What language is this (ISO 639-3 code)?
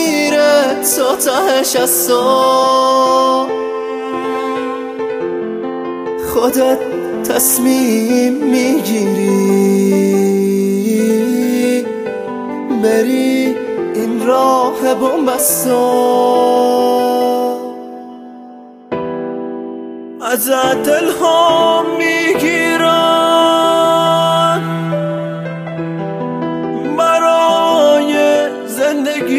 fas